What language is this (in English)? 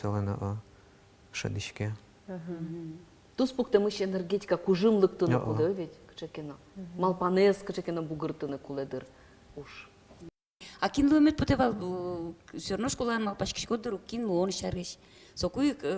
Udmurt